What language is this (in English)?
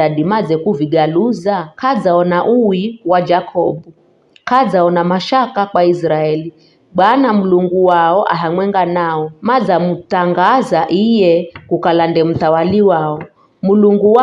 Giryama